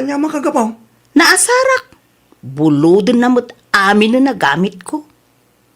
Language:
Iloko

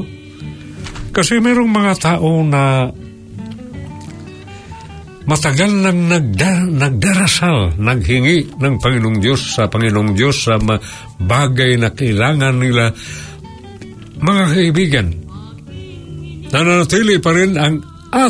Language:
Filipino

